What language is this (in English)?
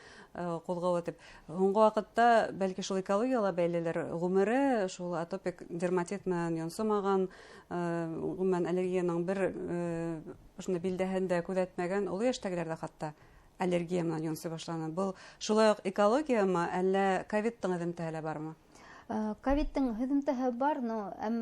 Bashkir